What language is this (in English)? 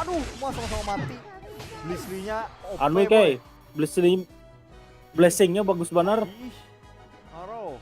Banjar